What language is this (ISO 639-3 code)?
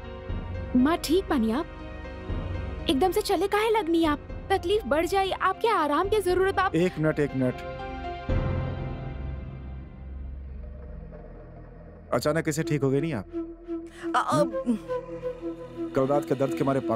bho